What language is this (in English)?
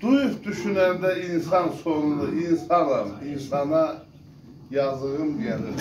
South Azerbaijani